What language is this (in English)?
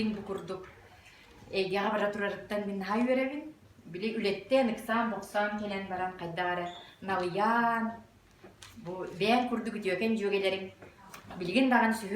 Yakut